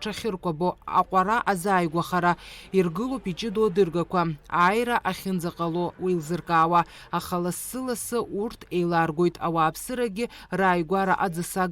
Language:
Abkhazian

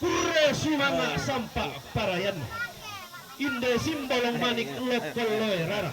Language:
Toraja-Sa'dan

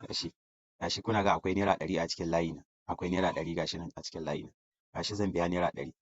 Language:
Hausa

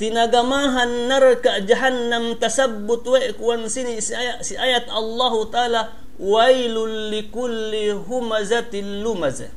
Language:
Yakan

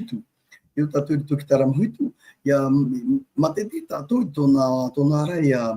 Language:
Tahitian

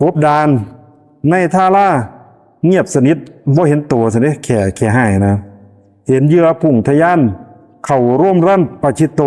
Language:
Lao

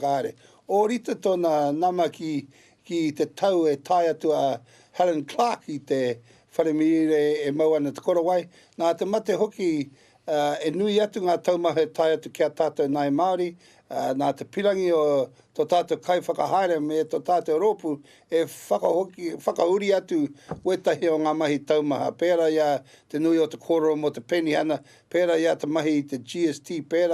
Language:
Māori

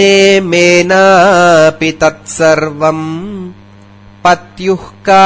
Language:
Sanskrit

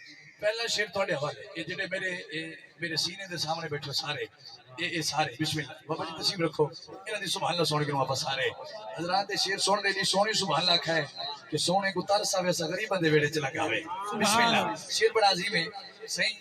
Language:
Saraiki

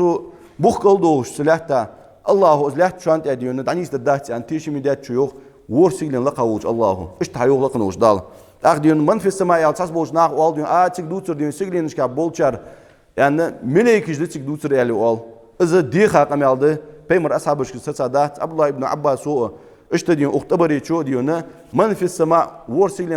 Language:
Ingush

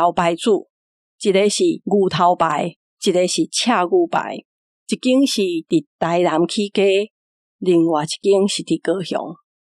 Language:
Min Nan Chinese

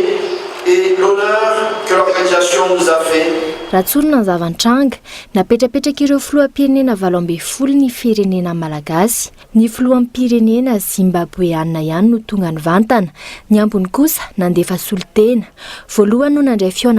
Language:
Malagasy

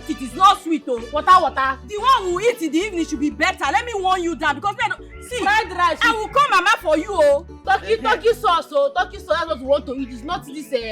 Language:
Nigerian Pidgin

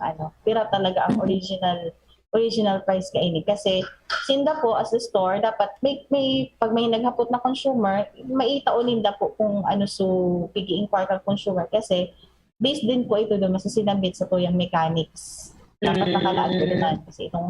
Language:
Bikol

